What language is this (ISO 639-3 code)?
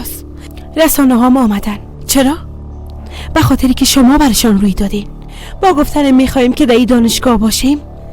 fas